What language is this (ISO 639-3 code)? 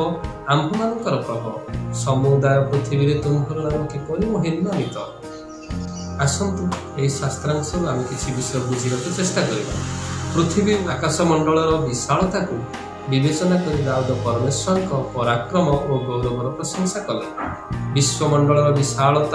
ori